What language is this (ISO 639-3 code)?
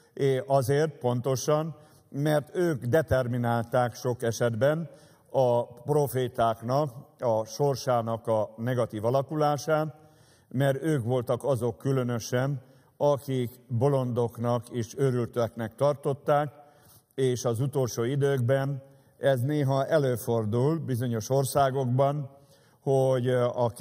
hun